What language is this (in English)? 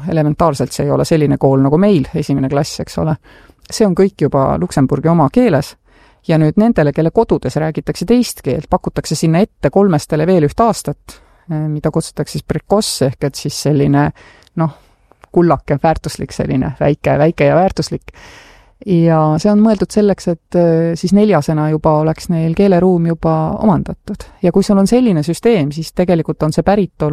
Estonian